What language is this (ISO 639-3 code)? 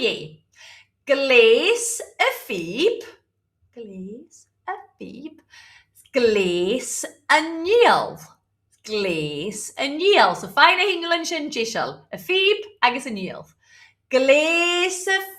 gla